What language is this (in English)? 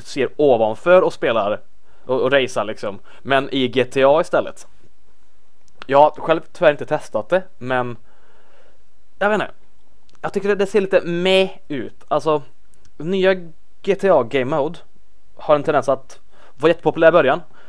Swedish